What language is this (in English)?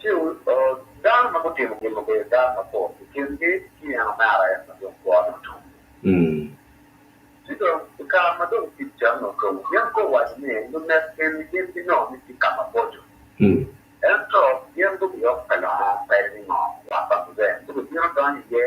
Acoli